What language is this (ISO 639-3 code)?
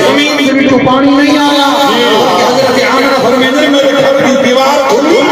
skr